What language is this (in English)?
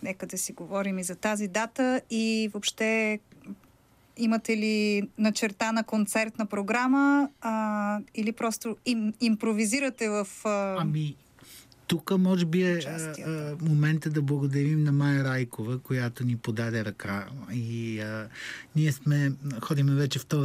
Bulgarian